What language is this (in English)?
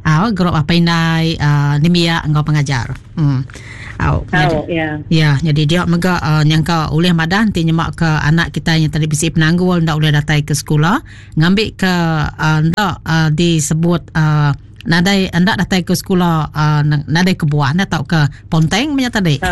Iban